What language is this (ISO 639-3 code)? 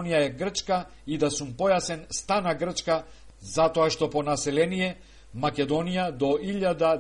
mkd